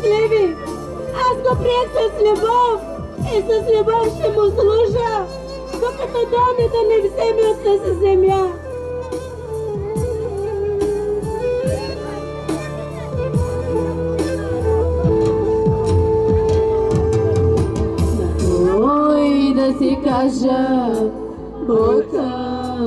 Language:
Bulgarian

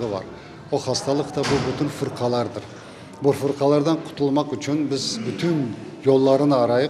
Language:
Crimean Tatar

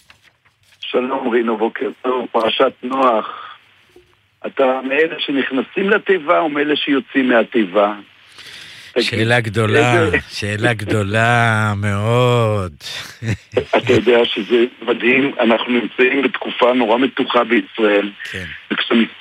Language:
Hebrew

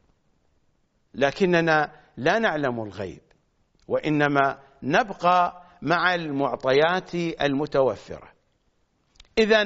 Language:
Arabic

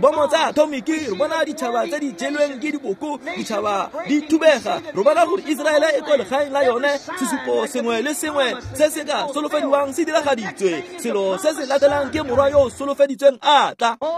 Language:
Tswana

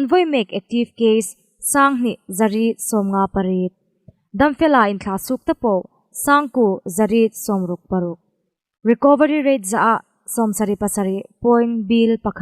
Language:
Hmar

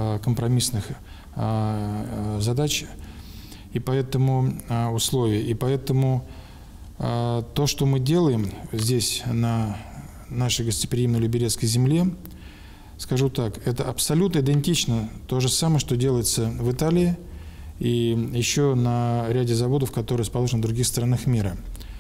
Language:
Russian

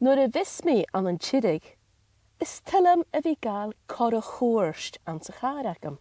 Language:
Scottish Gaelic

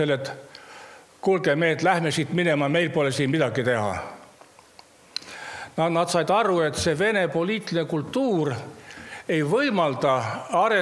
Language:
Estonian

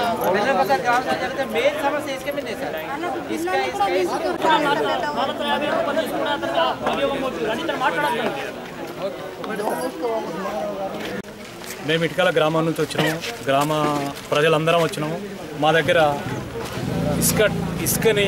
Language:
Telugu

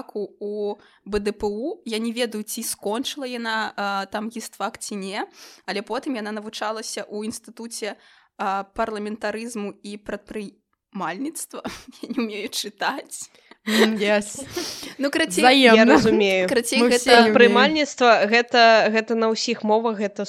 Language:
Belarusian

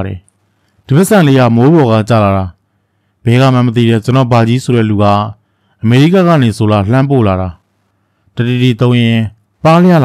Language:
Burmese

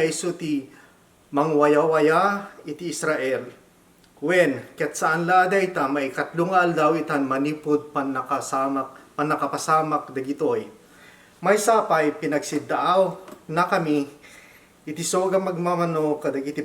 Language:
Iloko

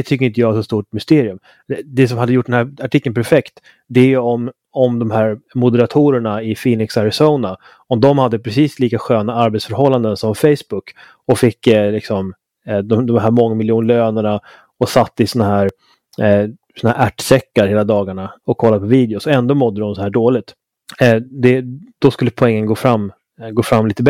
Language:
Swedish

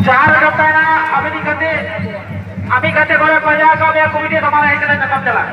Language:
Santali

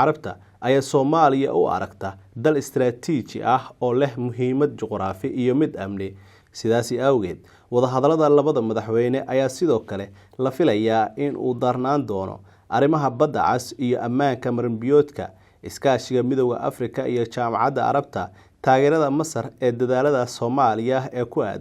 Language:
Somali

